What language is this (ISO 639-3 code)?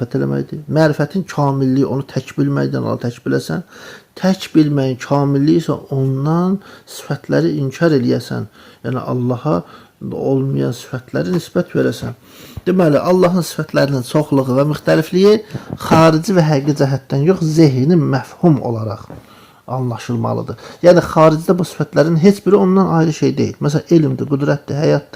aze